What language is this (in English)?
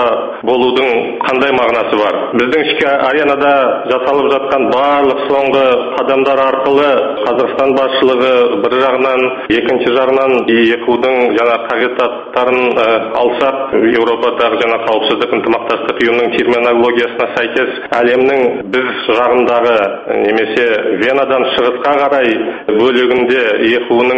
Kazakh